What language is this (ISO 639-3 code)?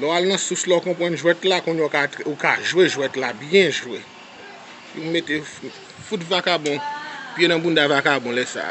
hat